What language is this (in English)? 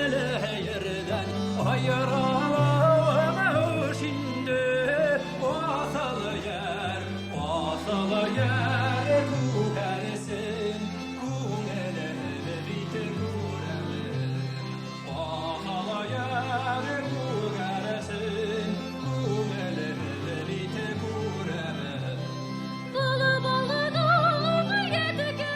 Bashkir